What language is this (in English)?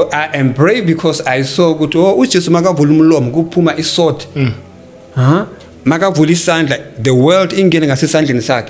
Zulu